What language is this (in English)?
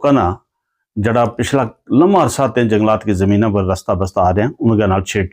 Gujari